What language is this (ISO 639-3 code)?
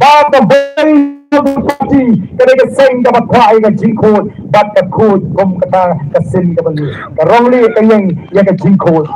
kha